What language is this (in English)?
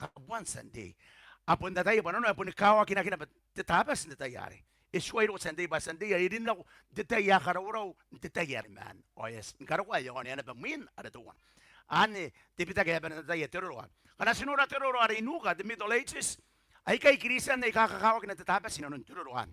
Gilbertese